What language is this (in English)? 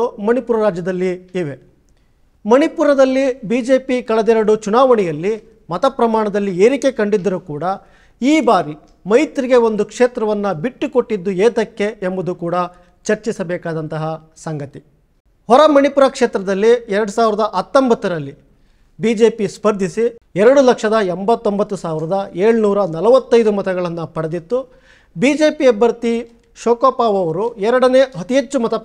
Kannada